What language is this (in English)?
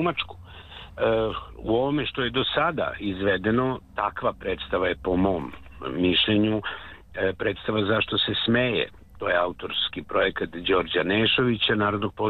Serbian